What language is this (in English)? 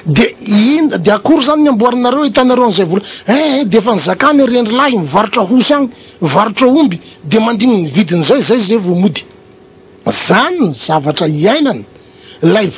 Malagasy